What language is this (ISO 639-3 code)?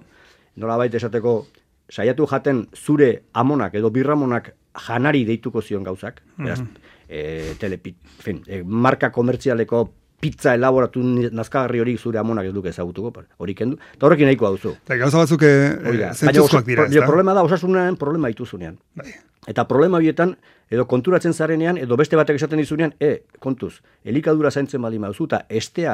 eus